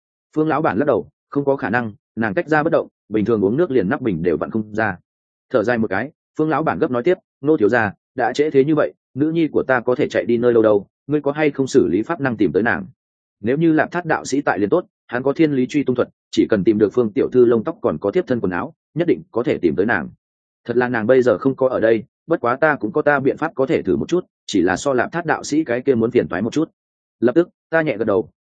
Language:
Vietnamese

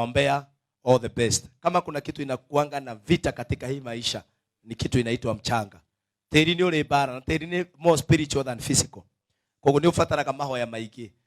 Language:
Kikuyu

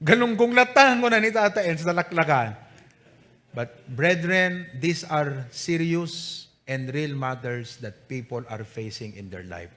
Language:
Iloko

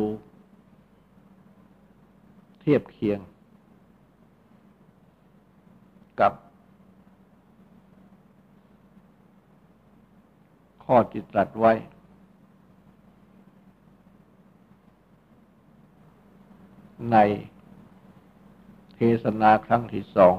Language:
Thai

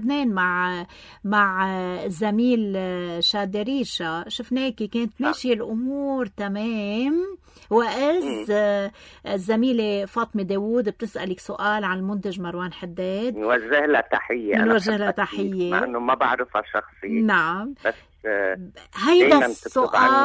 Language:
North Levantine Arabic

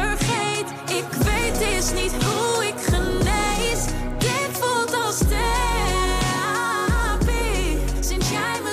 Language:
Dutch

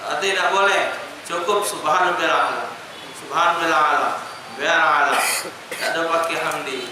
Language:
Musi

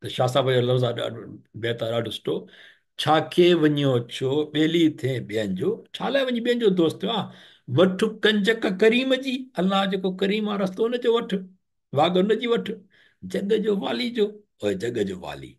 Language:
Sindhi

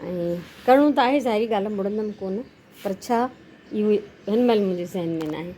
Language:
Sindhi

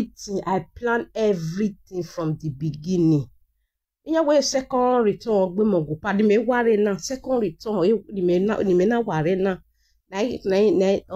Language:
Nigerian Pidgin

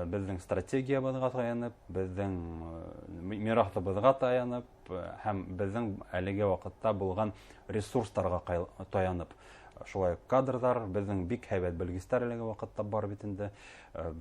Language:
Bashkir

